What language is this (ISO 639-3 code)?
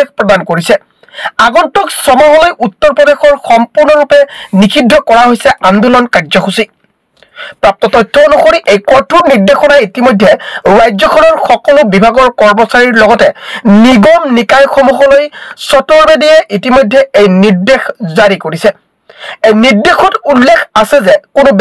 asm